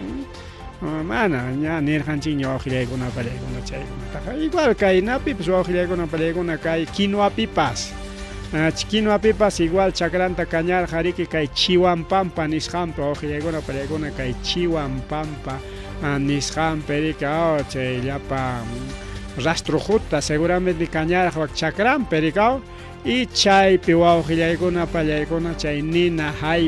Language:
Ayacucho Quechua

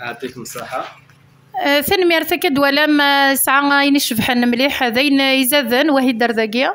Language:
Kabyle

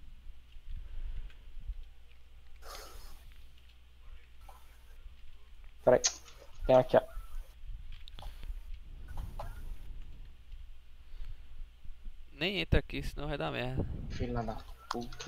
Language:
Portuguese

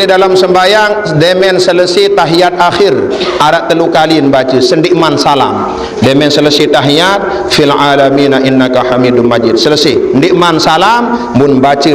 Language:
Sasak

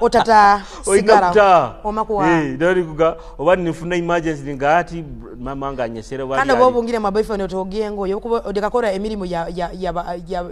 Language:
Tooro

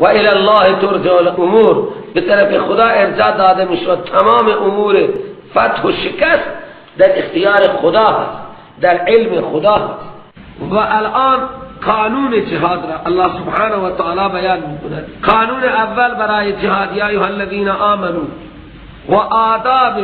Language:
Persian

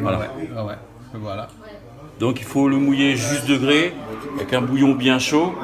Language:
Réunion Creole French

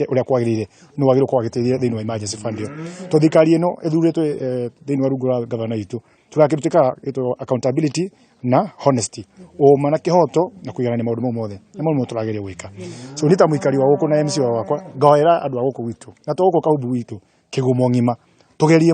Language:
Kikuyu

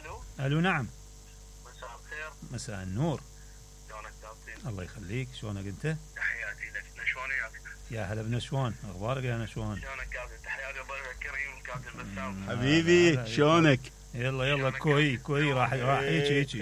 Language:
Mesopotamian Arabic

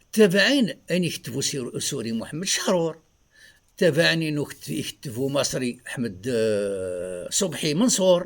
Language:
Kabyle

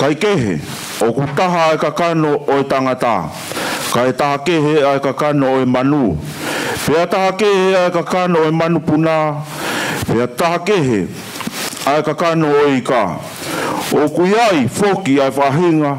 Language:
Tongan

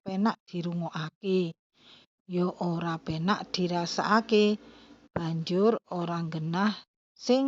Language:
Javanese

